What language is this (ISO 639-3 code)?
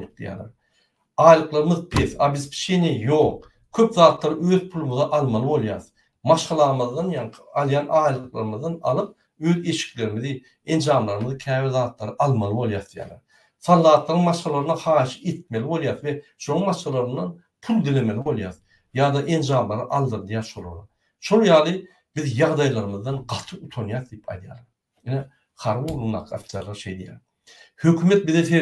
tuk